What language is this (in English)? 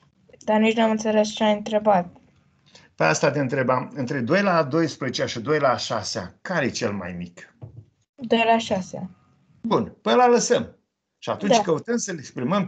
Romanian